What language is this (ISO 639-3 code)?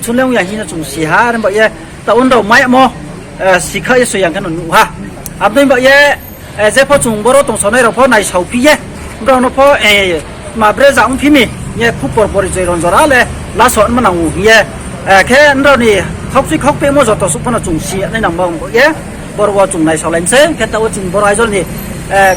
ria